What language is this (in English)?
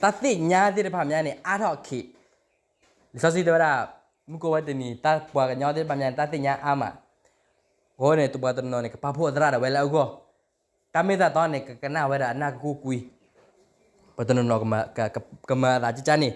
S'gaw Karen